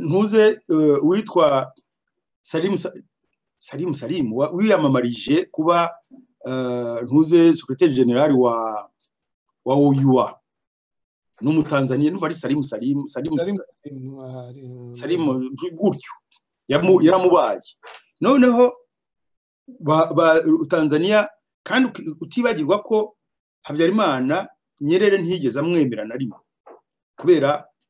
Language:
Kinyarwanda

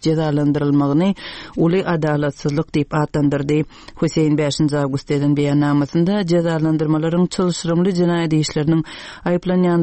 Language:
Turkmen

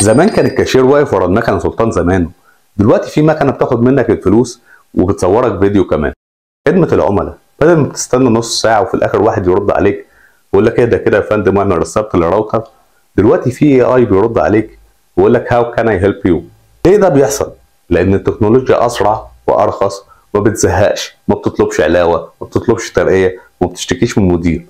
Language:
Egyptian Arabic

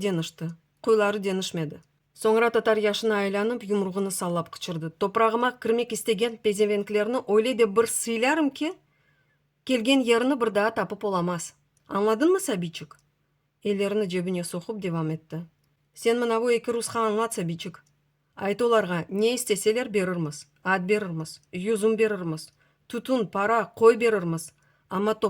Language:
Crimean Tatar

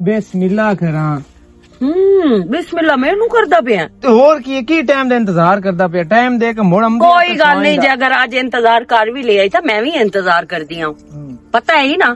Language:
Western Panjabi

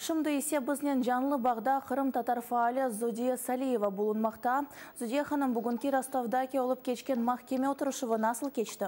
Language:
Crimean Tatar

